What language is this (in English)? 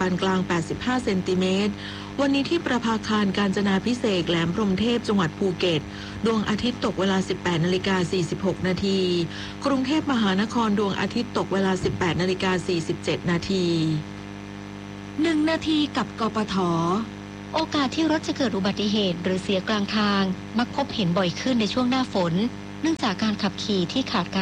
Thai